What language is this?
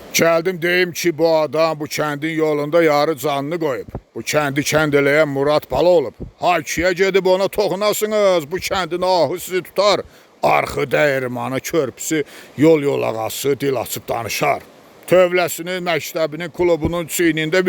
Azerbaijani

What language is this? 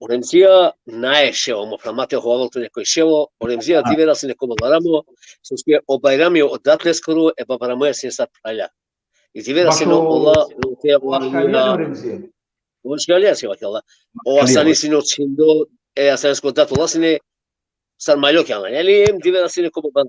Balkan Romani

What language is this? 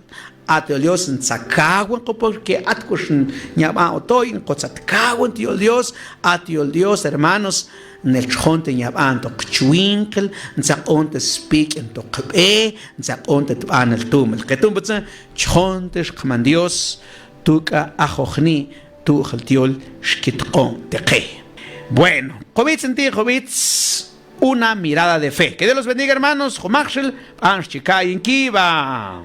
Mam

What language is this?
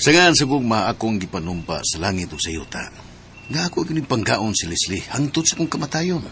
Cebuano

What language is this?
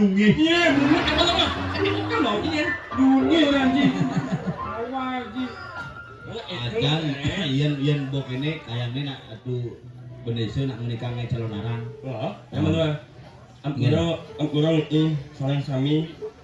Balinese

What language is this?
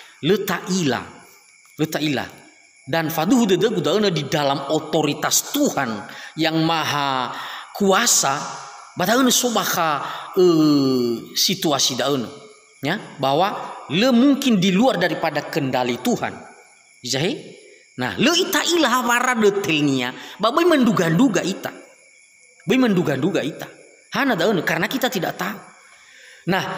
Nias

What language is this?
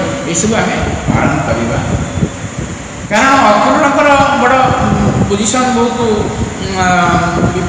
Odia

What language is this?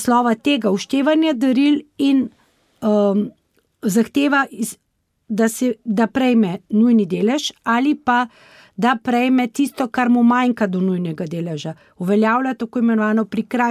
Slovenian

